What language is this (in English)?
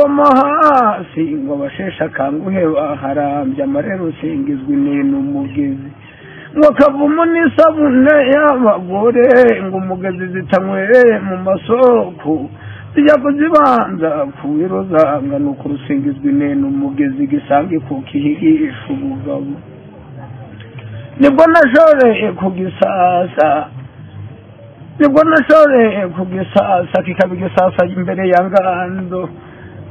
Kinyarwanda